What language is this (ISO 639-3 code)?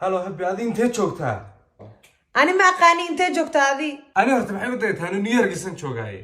som